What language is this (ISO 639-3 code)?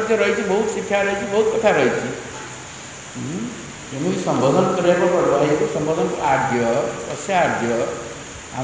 ori